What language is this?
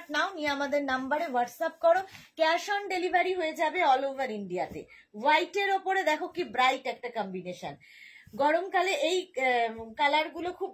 Bangla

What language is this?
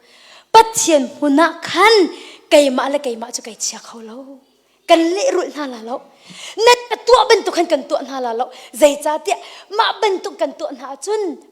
Hakha Chin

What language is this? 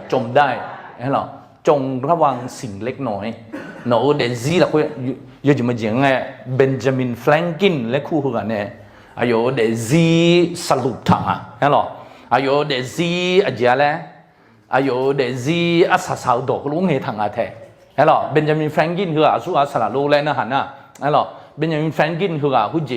Akha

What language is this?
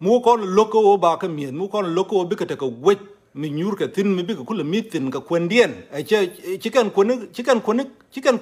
Nuer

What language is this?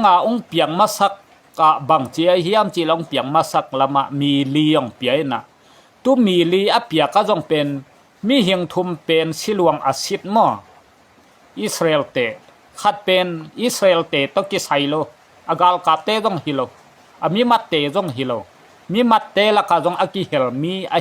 Tedim Chin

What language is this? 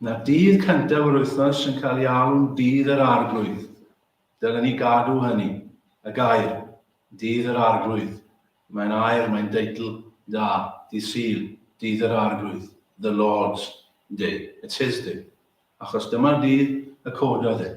Welsh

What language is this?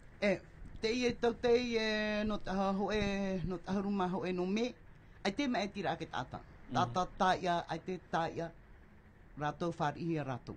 Tahitian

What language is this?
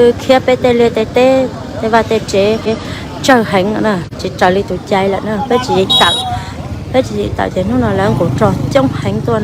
Hmong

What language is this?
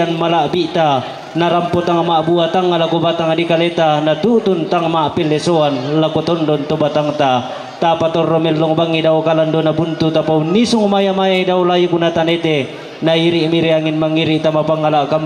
Toraja-Sa'dan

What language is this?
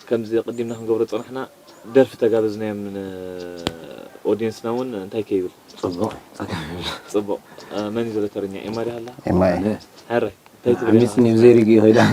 Tigrinya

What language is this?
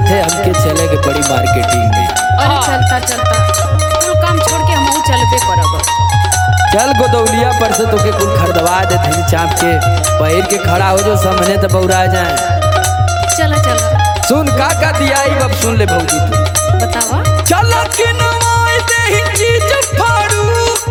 Bhojpuri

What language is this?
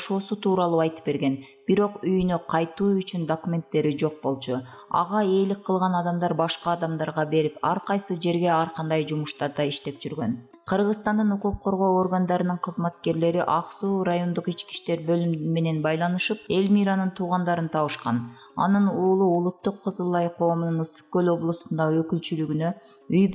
Kyrgyz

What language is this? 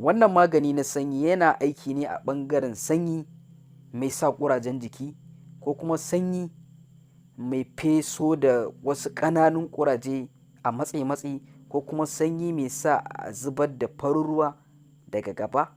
Hausa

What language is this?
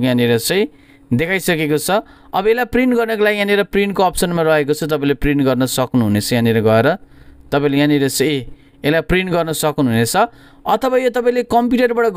Nepali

